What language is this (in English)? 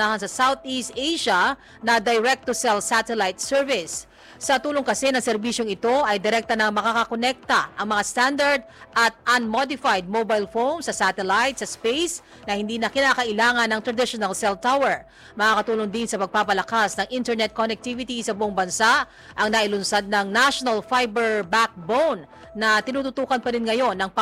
Filipino